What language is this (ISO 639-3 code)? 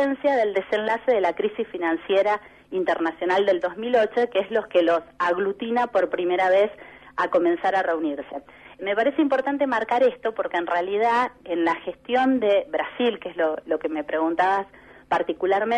spa